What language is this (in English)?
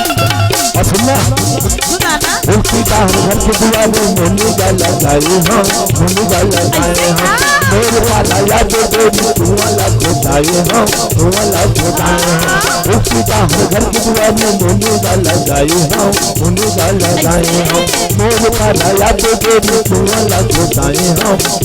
Chhattisgarhi